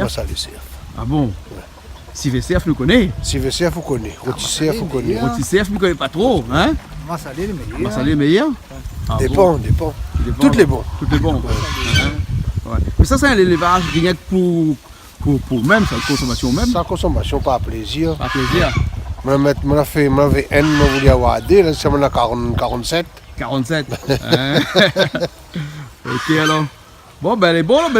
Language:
Réunion Creole French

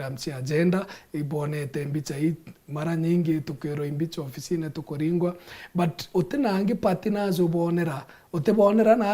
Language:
Meru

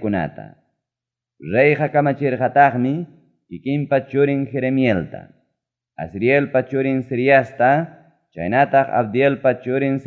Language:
Ayacucho Quechua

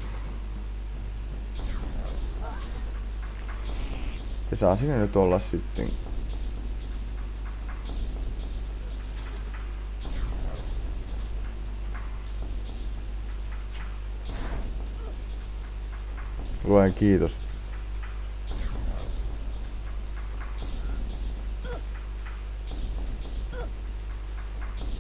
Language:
Finnish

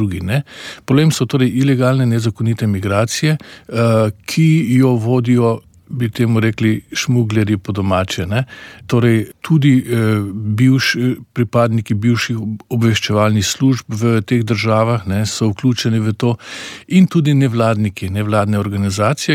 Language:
Slovenian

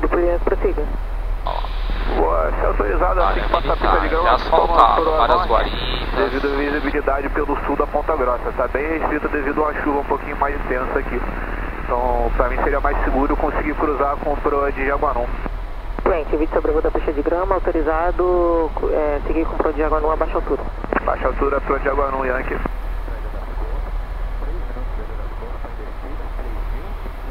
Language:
Portuguese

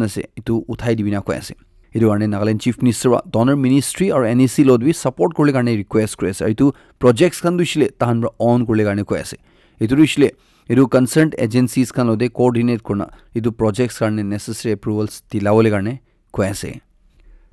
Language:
Naga Pidgin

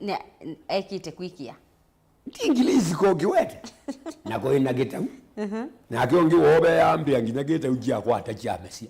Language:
Kamba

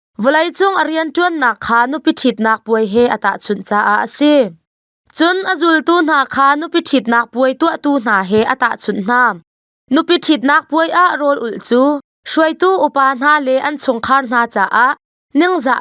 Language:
Hakha Chin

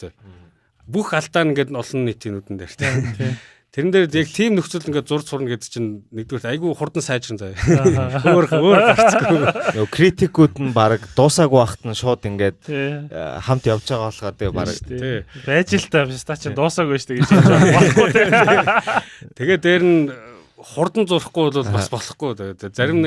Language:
Mongolian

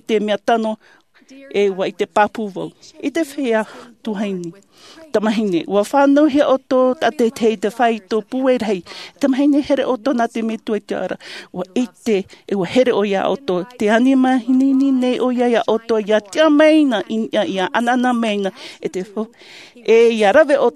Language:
Tahitian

